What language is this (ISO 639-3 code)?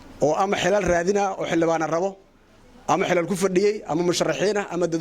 som